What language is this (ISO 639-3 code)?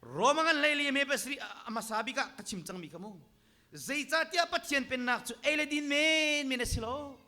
cnh